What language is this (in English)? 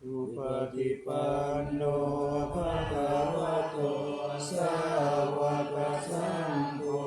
Pali